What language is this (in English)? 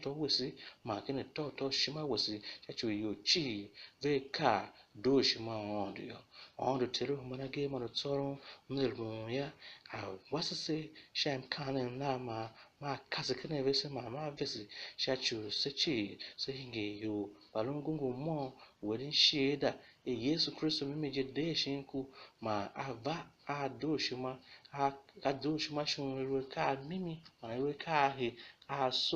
Tiv